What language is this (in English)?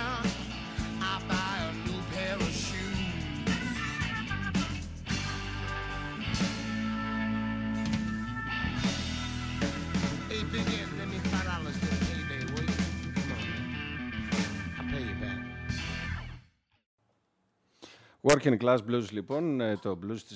Greek